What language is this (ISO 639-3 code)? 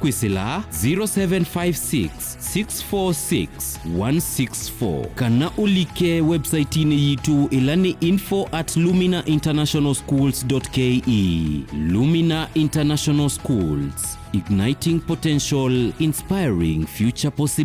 kam